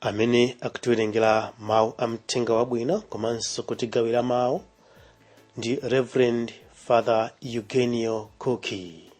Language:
Nyanja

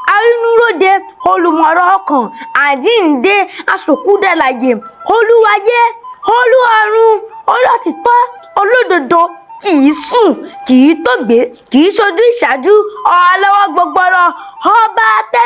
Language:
Yoruba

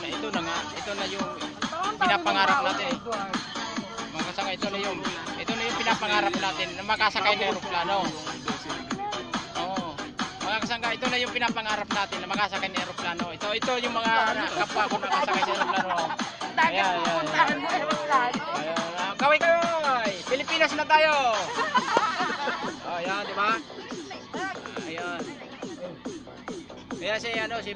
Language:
Filipino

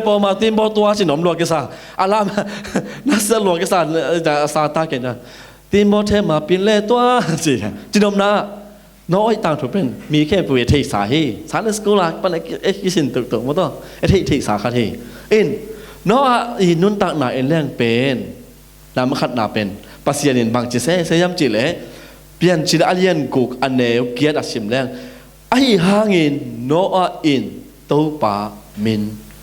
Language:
Tedim Chin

